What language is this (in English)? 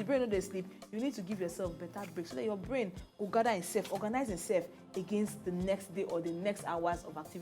Nigerian Pidgin